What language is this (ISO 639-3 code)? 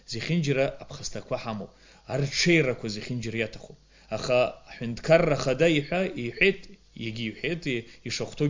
abk